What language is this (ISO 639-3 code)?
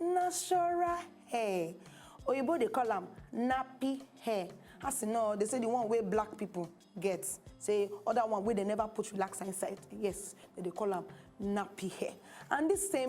pcm